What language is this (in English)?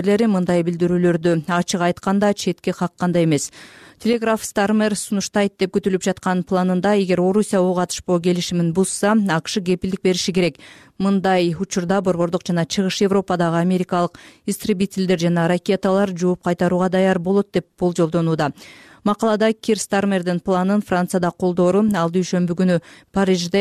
Kyrgyz